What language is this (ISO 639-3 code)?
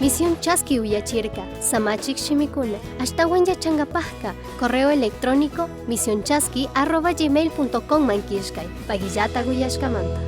qug